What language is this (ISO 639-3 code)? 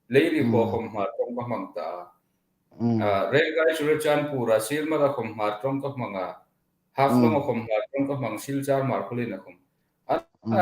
hmr